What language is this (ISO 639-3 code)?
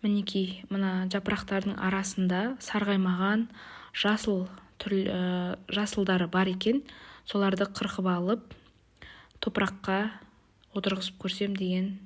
kaz